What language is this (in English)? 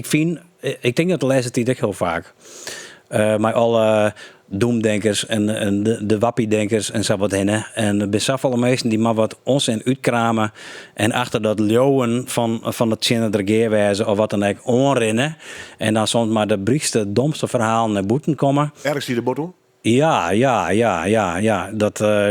Western Frisian